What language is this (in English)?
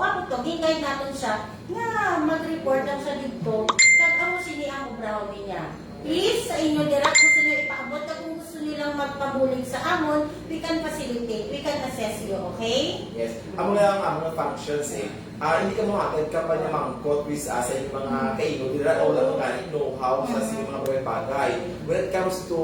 Hiligaynon